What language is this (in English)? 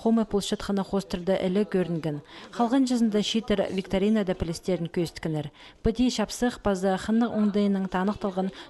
Khakas